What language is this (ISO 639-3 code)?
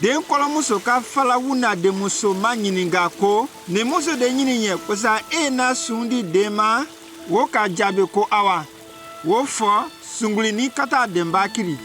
mku